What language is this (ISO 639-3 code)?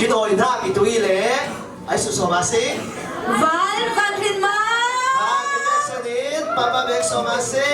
cfm